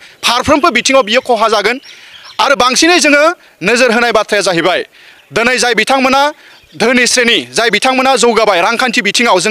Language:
Bodo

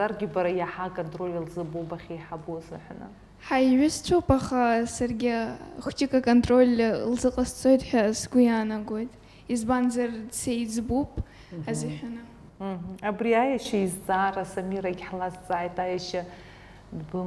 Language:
Abkhazian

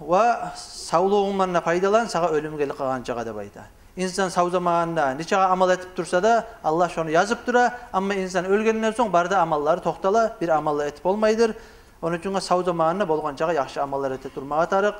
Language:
Kumyk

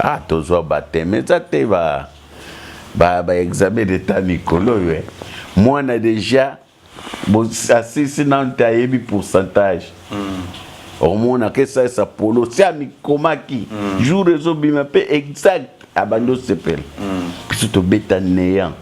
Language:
Lingala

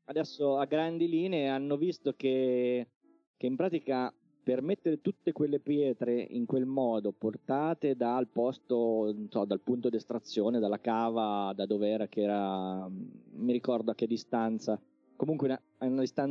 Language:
Italian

